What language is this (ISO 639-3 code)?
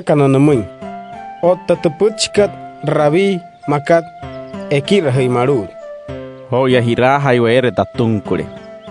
guc